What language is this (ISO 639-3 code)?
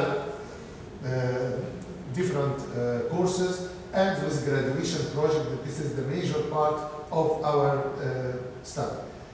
eng